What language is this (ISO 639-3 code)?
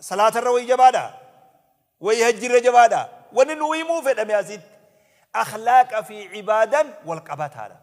orm